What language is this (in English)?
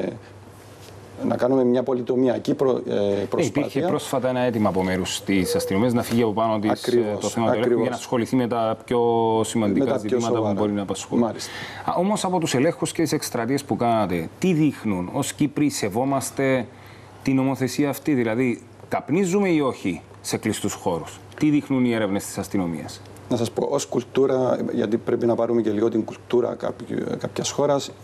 Greek